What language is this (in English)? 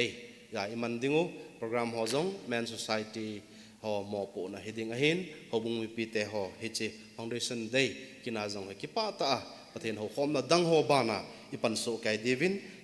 Thado Chin